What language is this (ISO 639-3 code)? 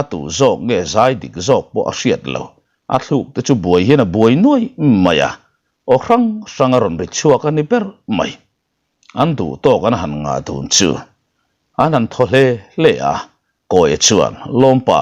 lus